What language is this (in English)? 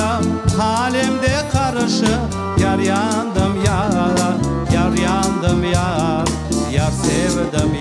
Crimean Tatar